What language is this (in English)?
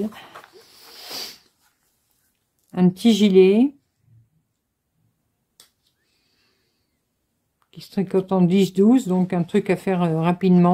French